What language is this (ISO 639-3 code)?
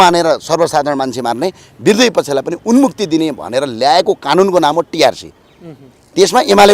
nep